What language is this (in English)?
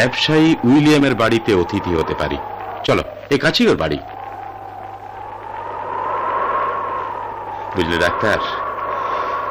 Bangla